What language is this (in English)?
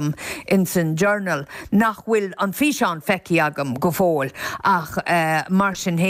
Irish